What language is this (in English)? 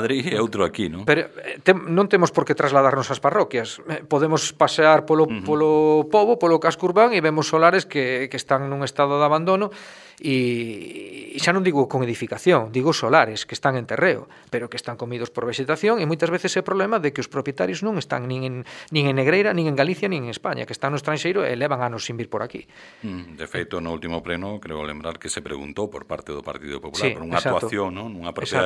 Galician